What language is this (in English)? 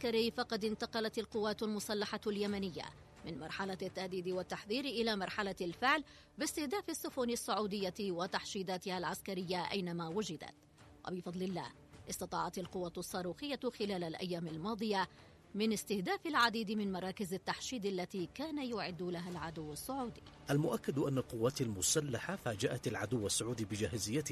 Arabic